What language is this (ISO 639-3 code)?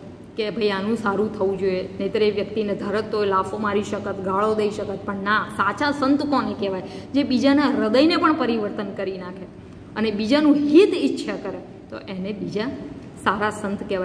guj